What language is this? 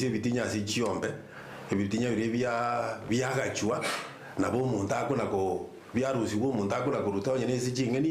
Gusii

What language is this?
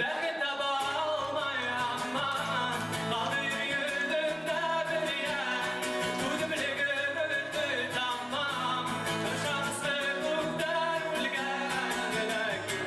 Bashkir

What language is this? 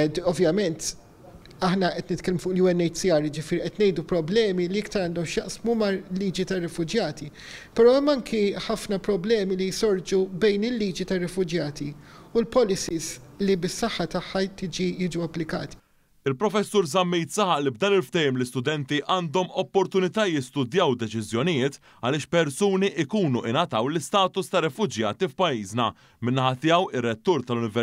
Maltese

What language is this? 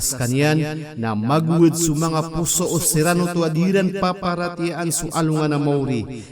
Maranao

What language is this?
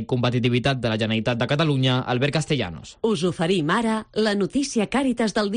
Catalan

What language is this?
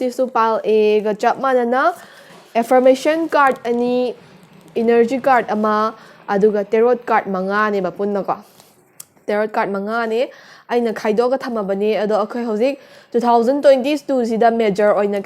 Manipuri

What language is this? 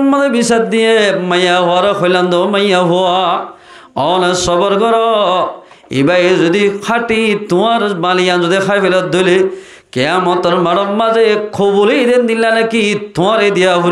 Rohingya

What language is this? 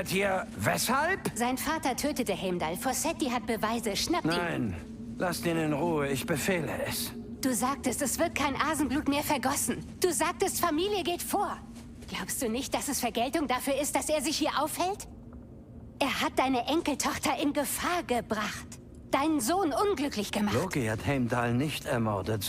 Bavarian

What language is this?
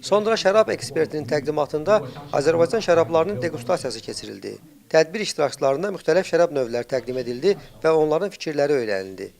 Azerbaijani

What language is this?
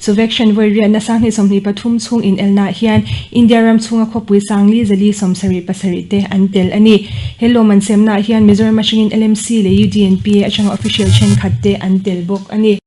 Mizo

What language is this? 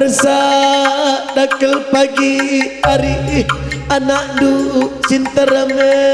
Batak Karo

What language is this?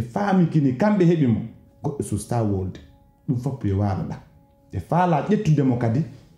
Pular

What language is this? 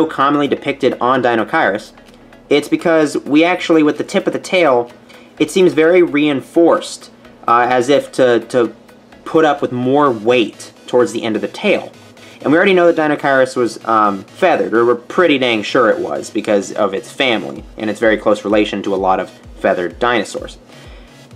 English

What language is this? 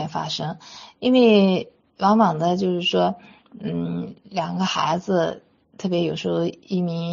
Chinese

